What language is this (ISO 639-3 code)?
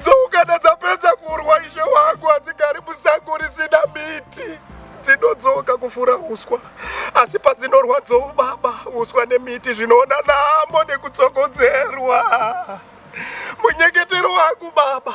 sna